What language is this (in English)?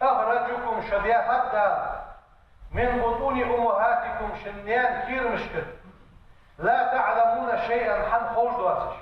Ingush